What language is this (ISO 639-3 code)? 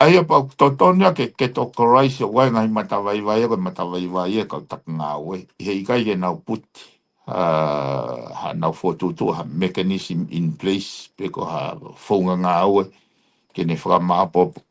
ton